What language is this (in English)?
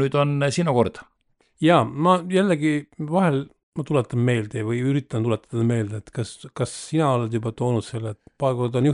Estonian